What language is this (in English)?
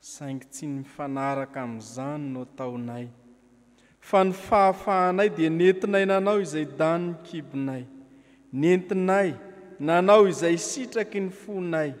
Malagasy